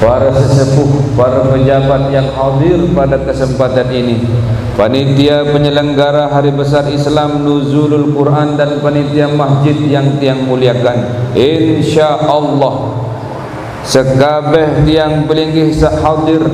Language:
Sasak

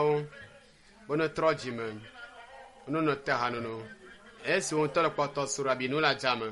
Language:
Ewe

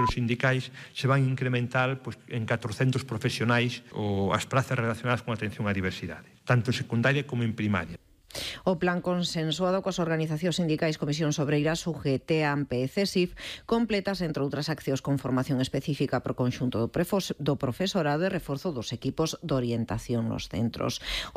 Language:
Galician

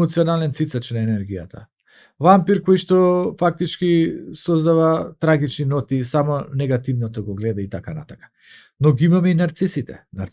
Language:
Macedonian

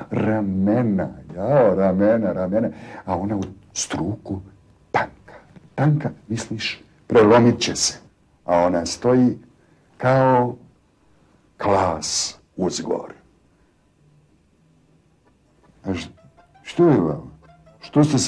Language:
Croatian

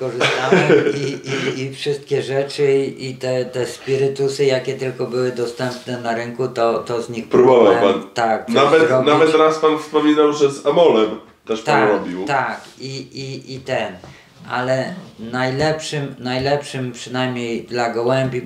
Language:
Polish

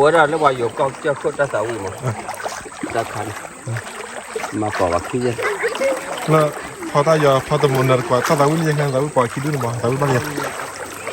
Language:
S'gaw Karen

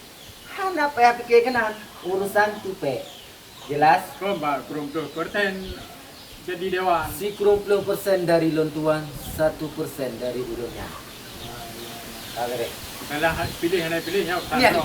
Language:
Achinese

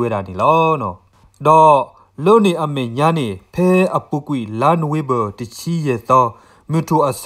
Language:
S'gaw Karen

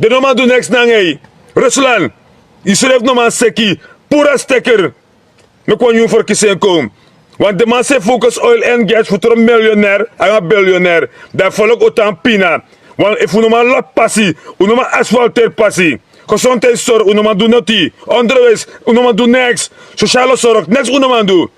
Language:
Sranan Tongo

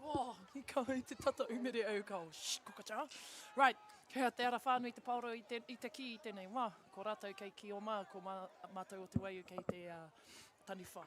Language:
Māori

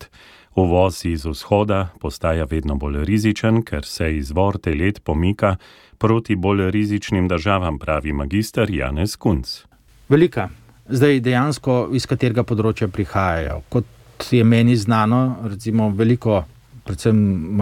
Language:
Slovenian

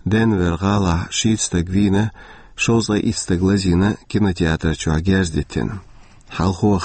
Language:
Chechen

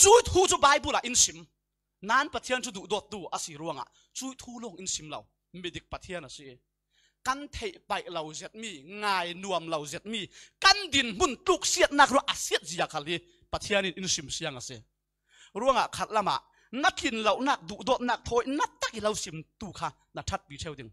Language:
Falam Chin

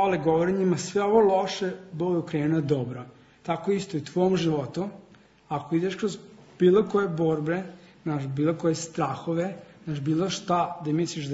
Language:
Serbian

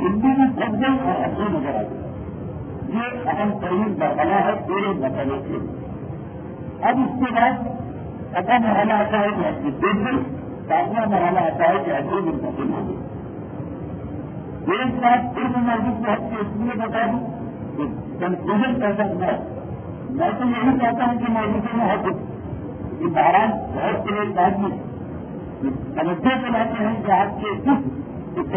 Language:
Urdu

